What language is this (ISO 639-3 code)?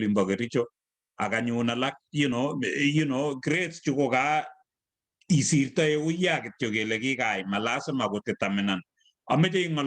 kln